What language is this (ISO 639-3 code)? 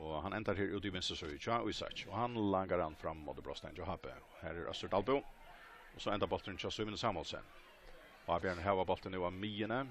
fao